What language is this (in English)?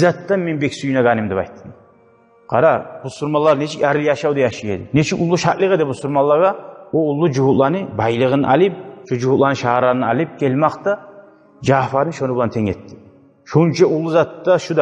Kumyk